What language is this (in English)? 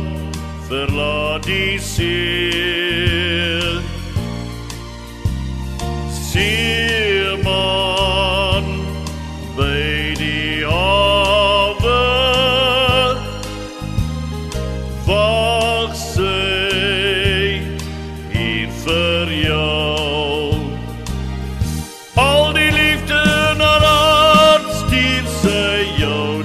Afrikaans